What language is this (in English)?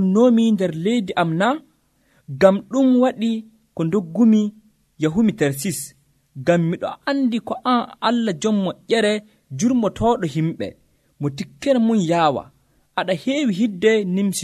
Nigerian Fulfulde